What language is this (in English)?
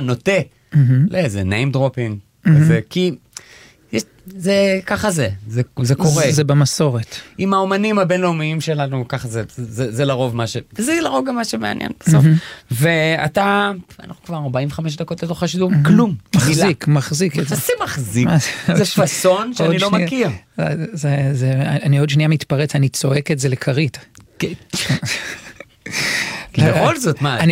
Hebrew